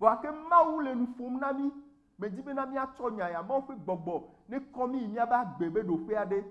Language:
Ewe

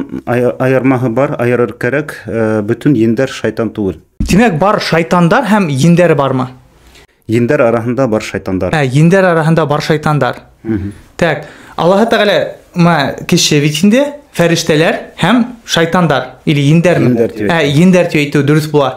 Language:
Bashkir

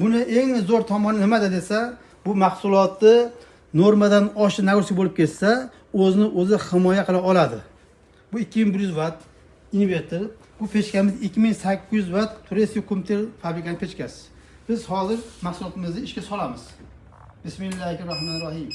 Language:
Uzbek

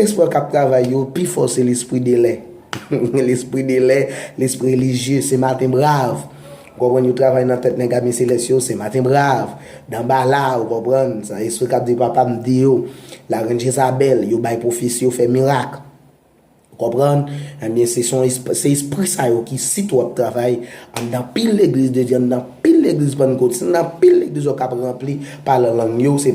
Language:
Haitian Creole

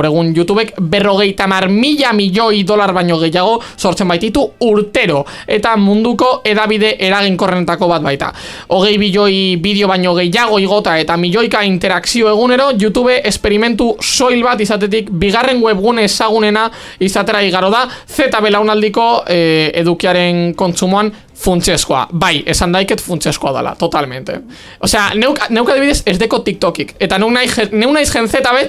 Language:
Basque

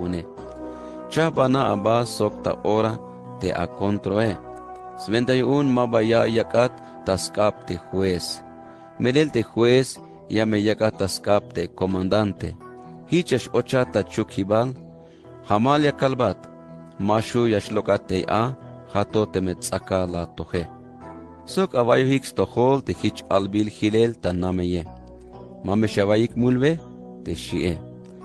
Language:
Tzeltal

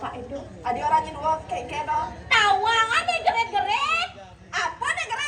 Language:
Balinese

